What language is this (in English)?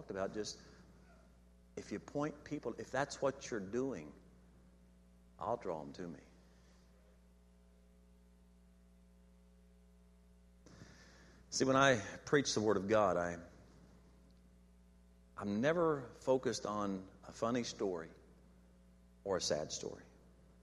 English